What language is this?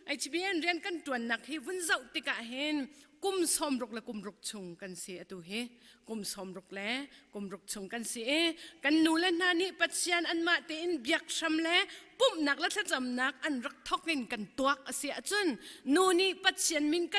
Hakha Chin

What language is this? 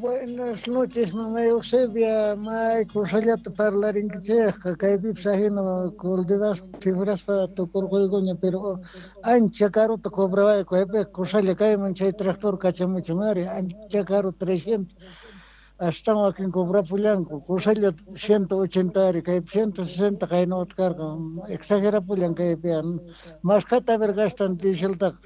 Quechua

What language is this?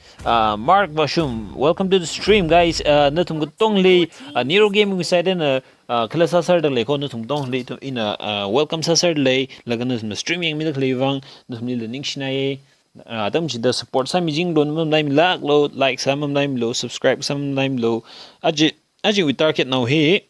Tangkhul Naga (India)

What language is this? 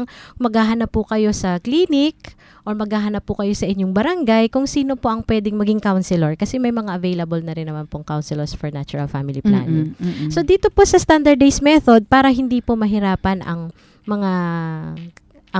Filipino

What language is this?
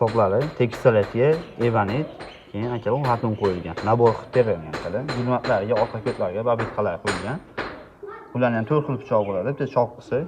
Uzbek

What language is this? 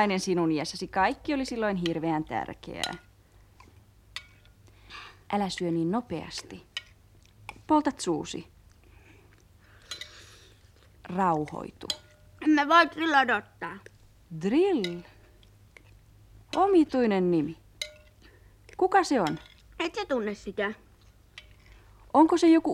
Finnish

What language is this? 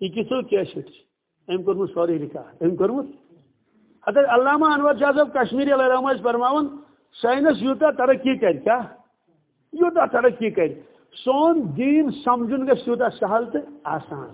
Kashmiri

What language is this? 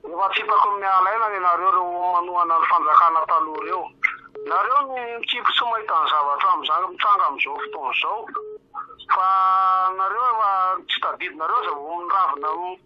Malagasy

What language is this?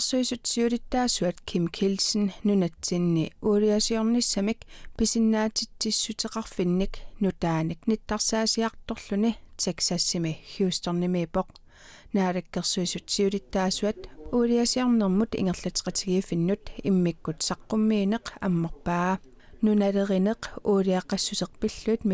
Kalaallisut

